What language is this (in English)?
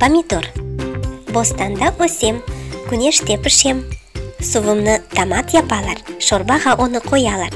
Crimean Tatar